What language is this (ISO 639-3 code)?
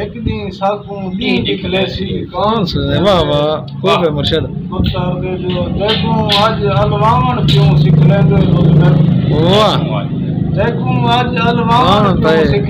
skr